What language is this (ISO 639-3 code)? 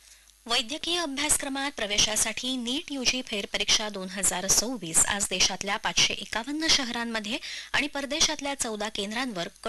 mar